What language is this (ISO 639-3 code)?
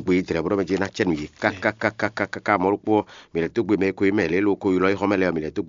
fon